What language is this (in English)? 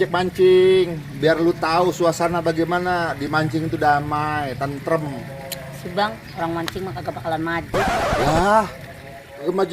Betawi